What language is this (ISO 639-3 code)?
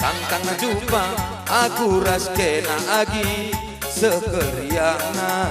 btx